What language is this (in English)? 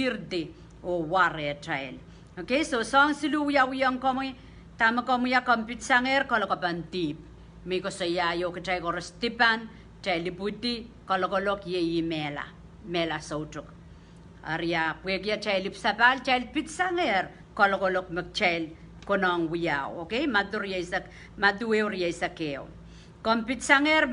Pohnpeian